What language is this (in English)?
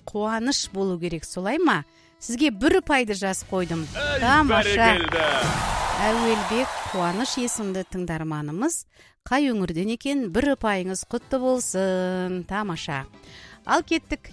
Kazakh